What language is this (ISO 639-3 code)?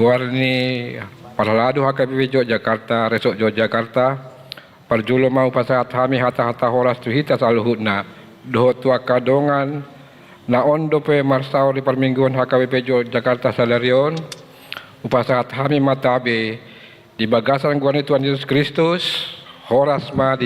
bbc